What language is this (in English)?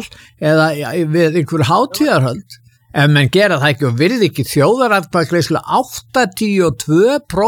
Icelandic